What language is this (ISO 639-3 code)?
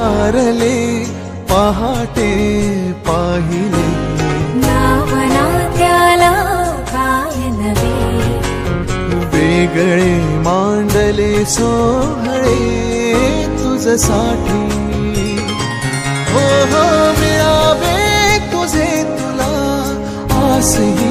mar